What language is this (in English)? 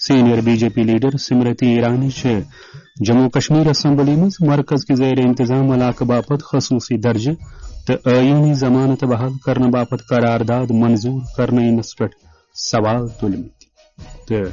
Kashmiri